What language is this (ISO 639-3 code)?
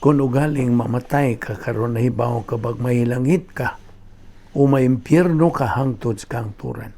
ceb